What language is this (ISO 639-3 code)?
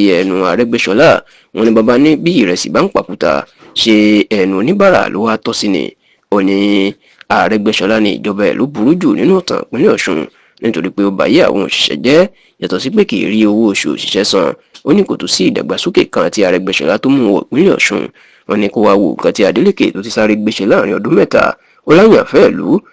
yor